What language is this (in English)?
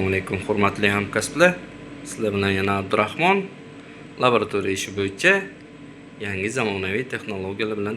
Uzbek